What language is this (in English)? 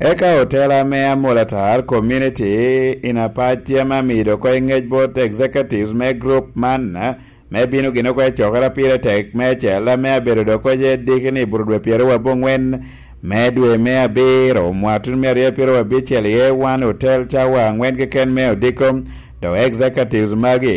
Lango (Uganda)